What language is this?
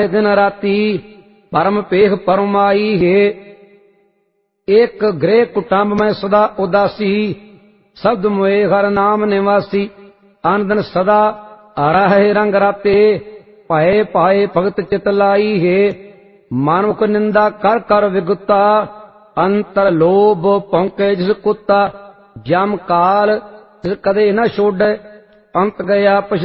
Punjabi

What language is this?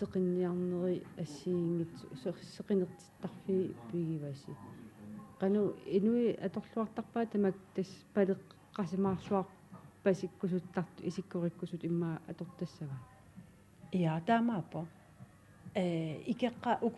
Kalaallisut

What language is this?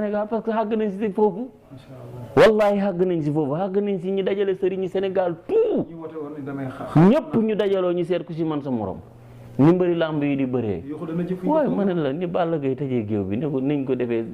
Wolof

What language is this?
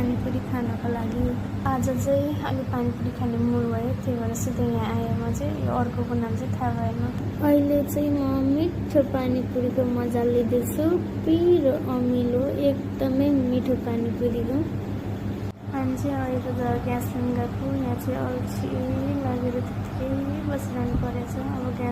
Nepali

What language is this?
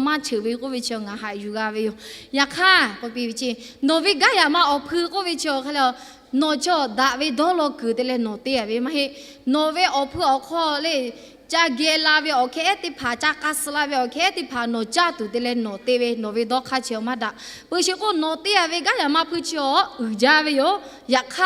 Lahu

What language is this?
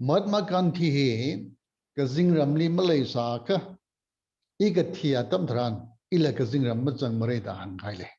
Tangkhul Naga (India)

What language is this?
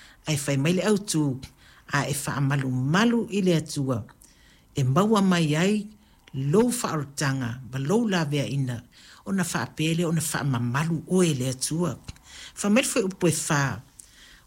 Samoan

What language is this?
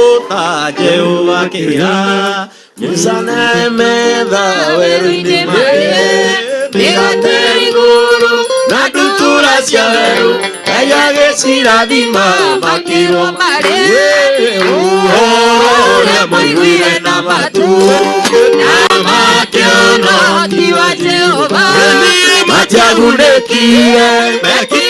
Kikuyu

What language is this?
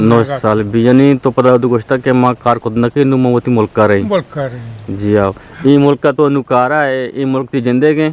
Eastern Balochi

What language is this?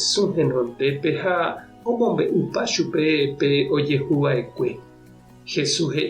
Guarani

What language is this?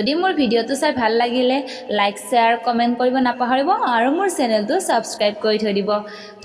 Assamese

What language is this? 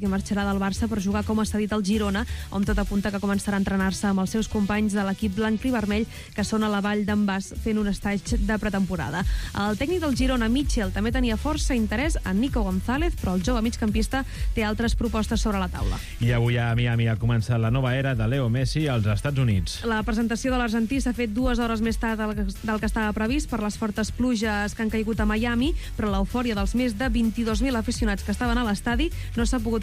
Catalan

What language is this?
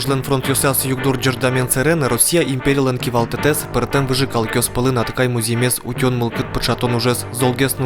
Udmurt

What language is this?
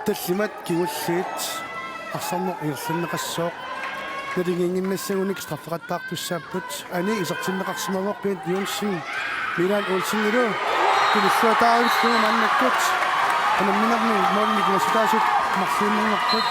Kalaallisut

